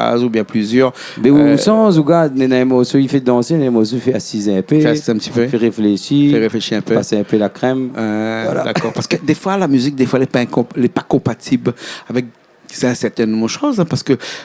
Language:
Réunion Creole French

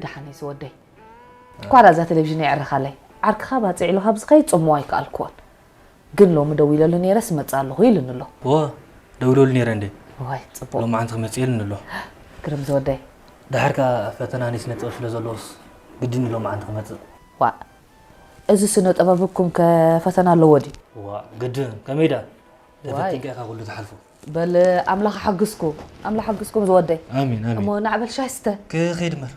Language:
Tigrinya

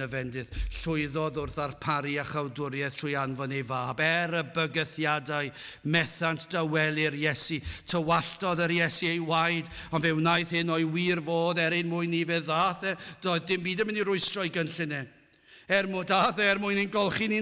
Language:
Welsh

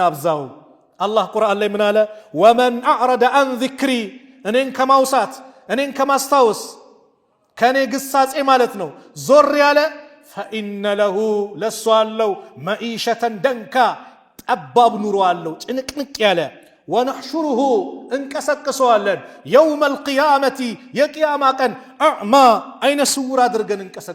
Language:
Amharic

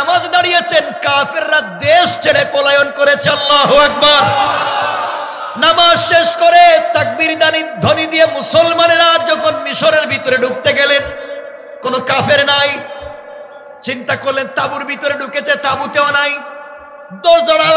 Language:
Bangla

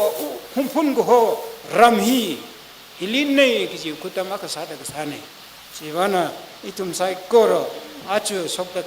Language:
Tangkhul Naga (India)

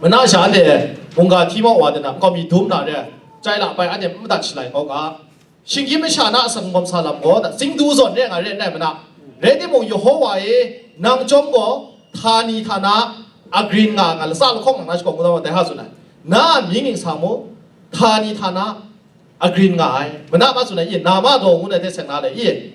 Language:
Kachin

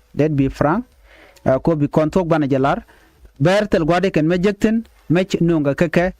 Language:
Nuer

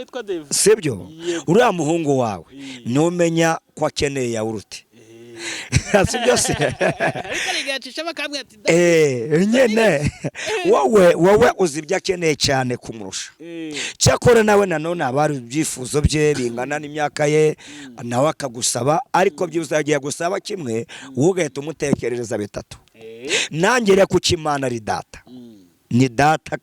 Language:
Kinyarwanda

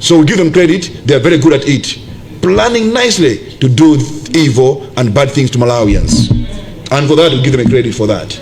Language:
Nyanja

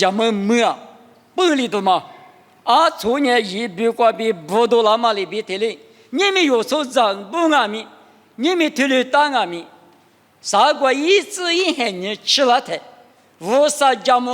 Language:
Lisu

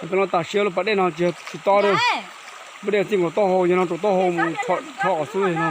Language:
Hmong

